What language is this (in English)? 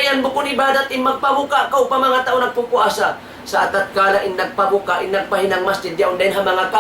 Tausug